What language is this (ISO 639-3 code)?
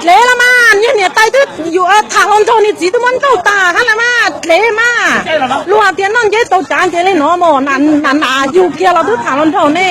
hmn